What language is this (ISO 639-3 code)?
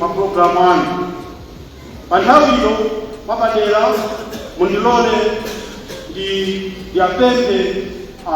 nya